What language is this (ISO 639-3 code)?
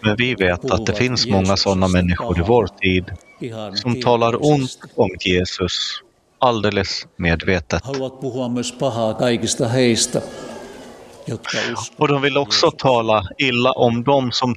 swe